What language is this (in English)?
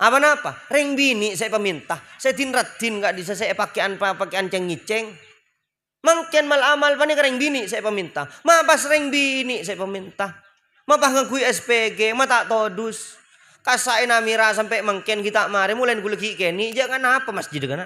Madurese